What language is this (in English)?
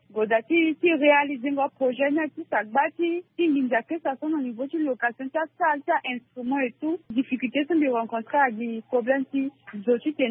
Sango